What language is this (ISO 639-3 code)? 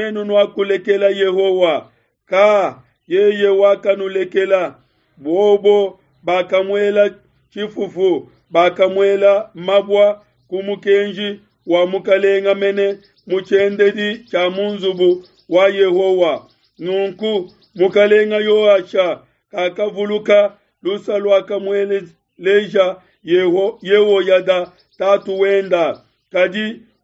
lua